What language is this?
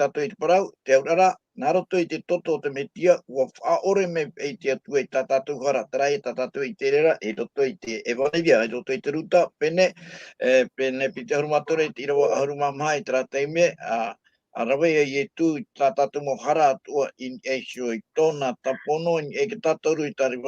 Tahitian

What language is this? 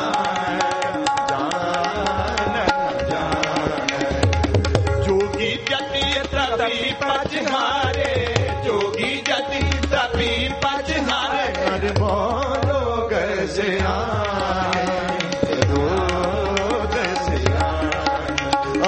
Punjabi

